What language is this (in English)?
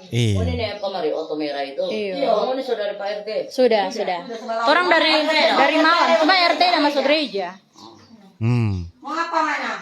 Manado Malay